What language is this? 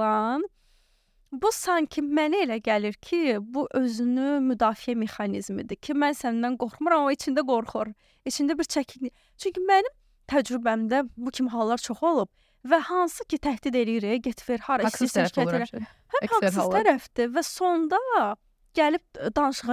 Azerbaijani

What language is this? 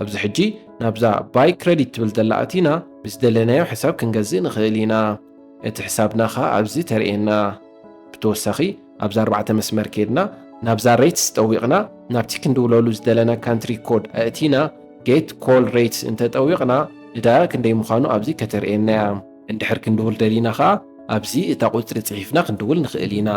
Tigrinya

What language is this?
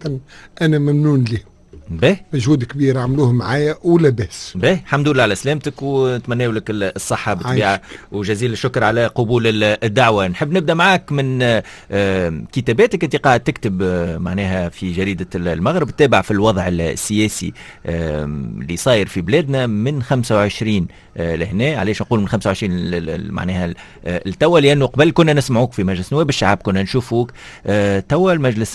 Tunisian Arabic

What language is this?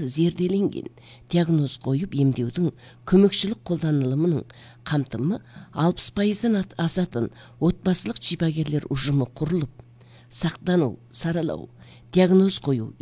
Kazakh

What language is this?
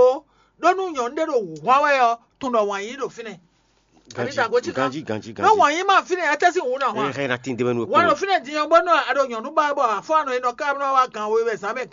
Fon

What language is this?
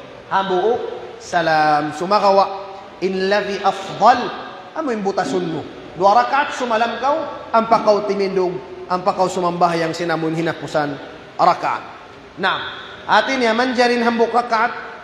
Tausug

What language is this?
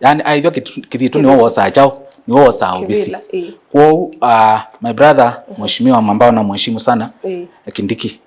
Kamba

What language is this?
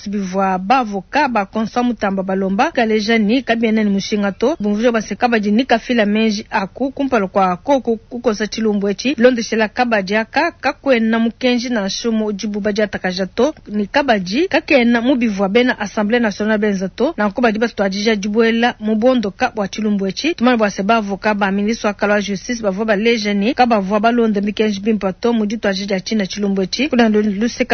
Luba-Lulua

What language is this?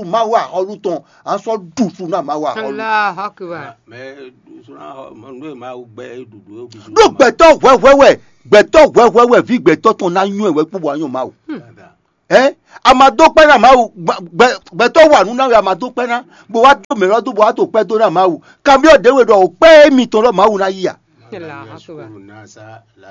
Fon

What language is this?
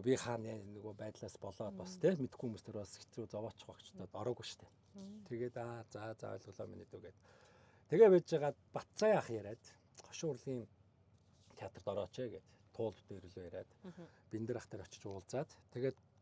Mongolian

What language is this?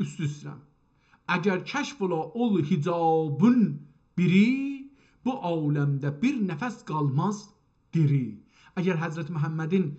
South Azerbaijani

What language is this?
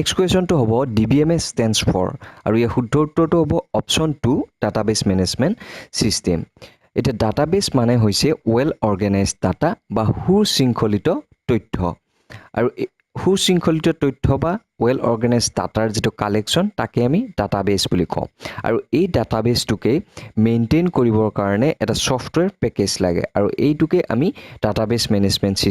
Assamese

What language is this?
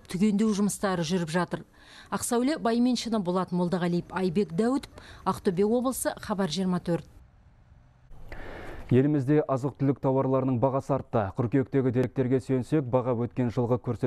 Kazakh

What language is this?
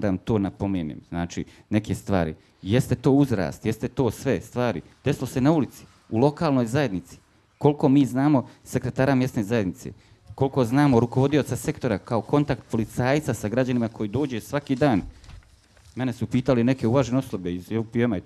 Bosnian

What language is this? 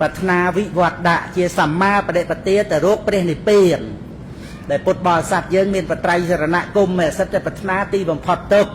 Khmer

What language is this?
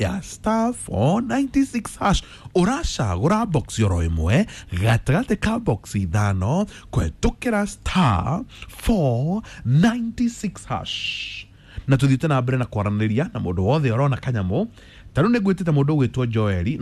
Kikuyu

